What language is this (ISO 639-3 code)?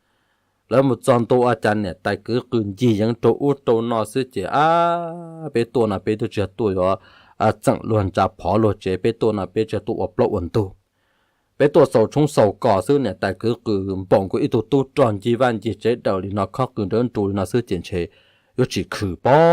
hmn